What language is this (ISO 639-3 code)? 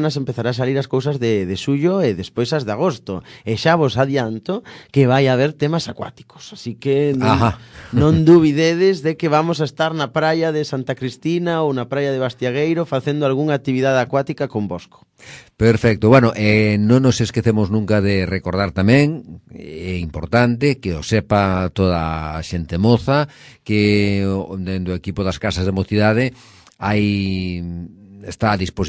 glg